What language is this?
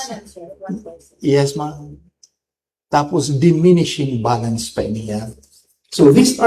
Waray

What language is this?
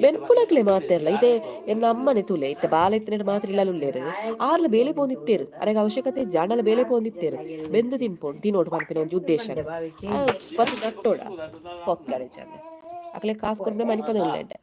Tulu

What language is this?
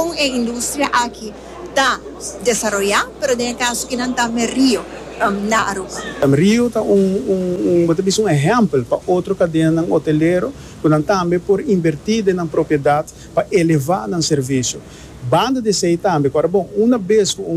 Papiamento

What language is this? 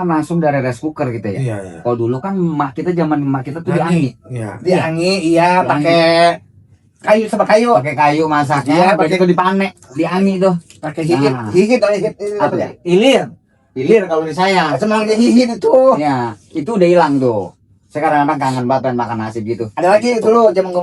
Betawi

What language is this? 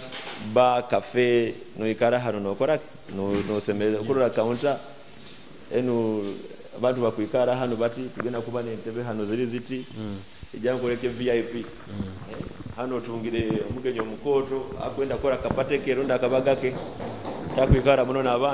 Nyoro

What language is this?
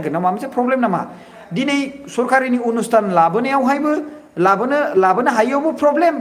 Bodo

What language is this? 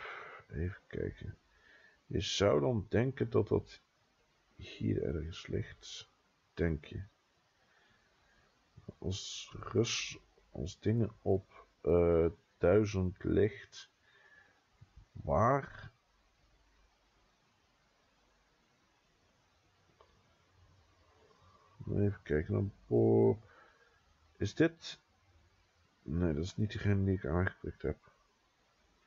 Dutch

